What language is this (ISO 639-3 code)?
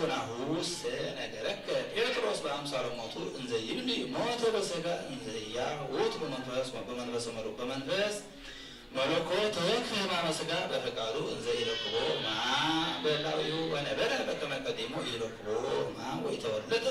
gez